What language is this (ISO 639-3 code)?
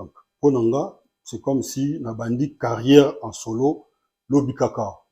lin